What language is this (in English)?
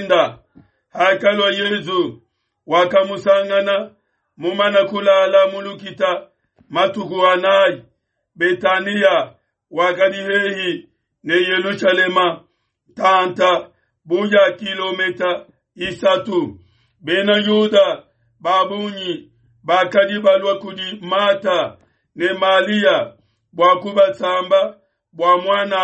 Luba-Lulua